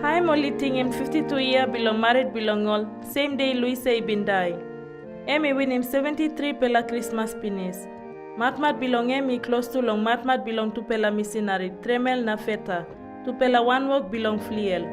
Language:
Tok Pisin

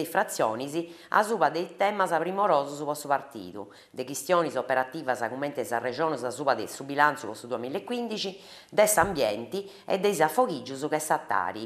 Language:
Sardinian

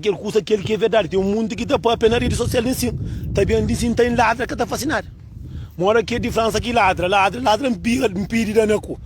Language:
Kabuverdianu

